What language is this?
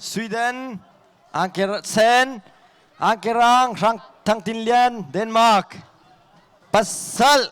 Hakha Chin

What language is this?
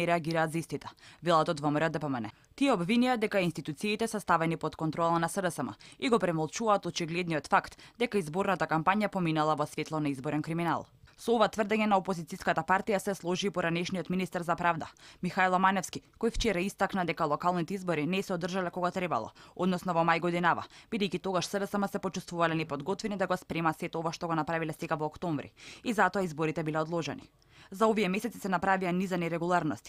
Macedonian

